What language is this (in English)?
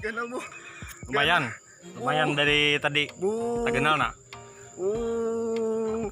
Banjar